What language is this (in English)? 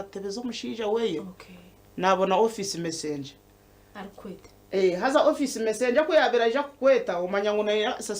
Nyankole